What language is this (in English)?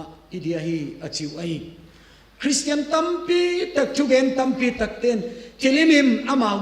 Tedim Chin